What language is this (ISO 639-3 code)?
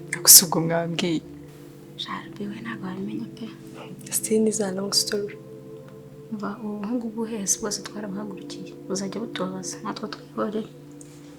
kin